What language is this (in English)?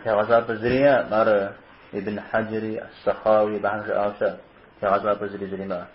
Kabardian